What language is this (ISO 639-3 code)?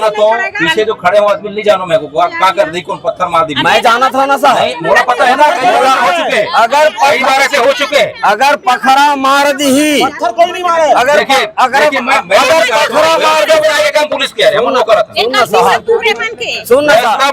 hne